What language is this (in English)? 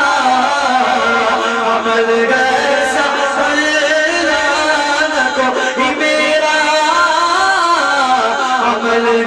Urdu